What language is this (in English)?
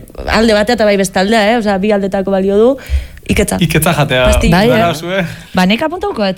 Basque